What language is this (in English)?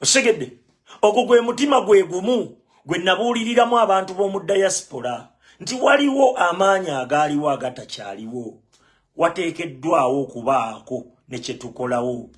Ganda